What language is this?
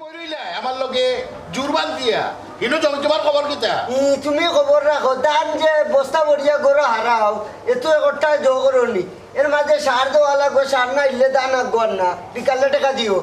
Sylheti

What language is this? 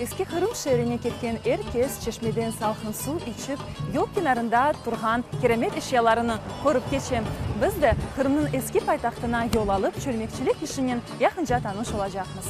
Crimean Tatar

